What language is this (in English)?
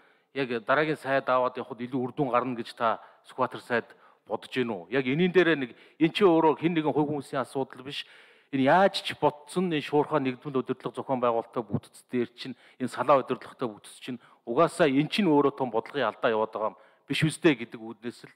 Mongolian